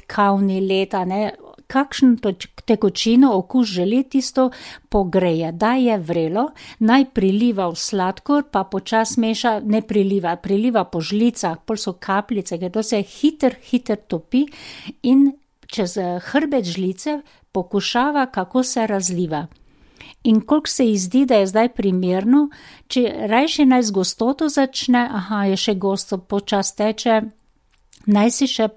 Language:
Slovenian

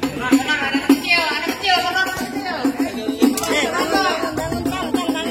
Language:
Betawi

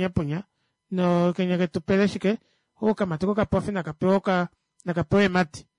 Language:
Kuanyama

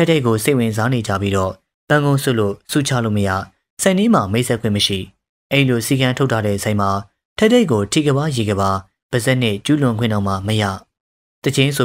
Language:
Burmese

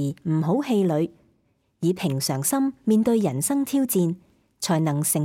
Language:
Cantonese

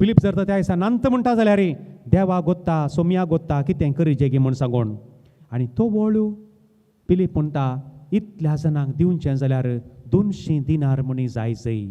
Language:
Konkani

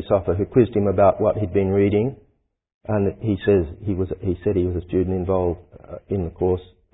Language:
English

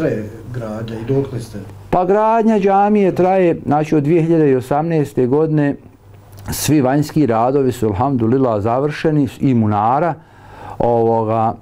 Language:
Bosnian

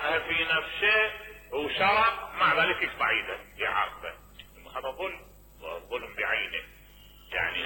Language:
Mesopotamian Arabic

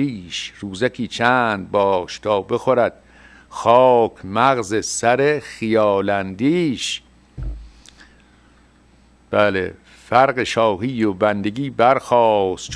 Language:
Persian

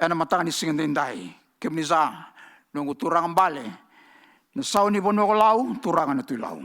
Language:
Fijian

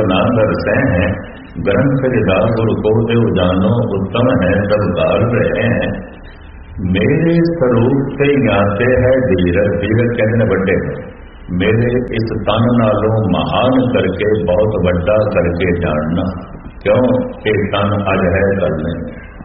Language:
Punjabi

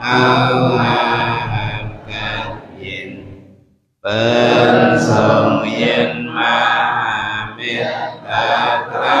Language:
Shan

